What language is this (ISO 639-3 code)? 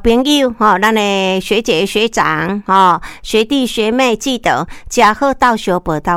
nan